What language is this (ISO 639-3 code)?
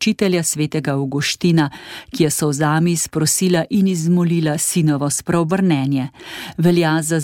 slv